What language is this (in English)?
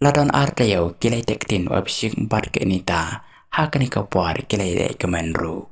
Khasi